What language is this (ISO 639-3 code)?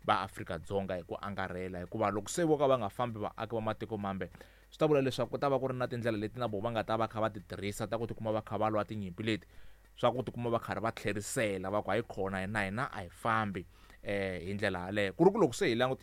tso